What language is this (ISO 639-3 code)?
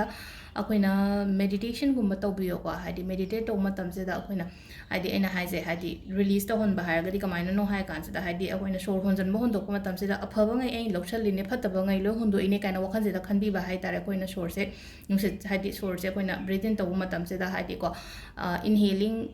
mni